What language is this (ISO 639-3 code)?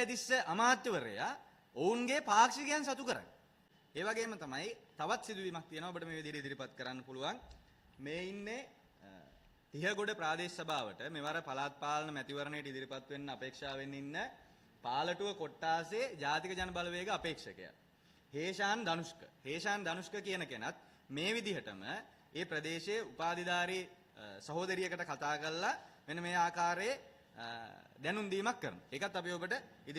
sin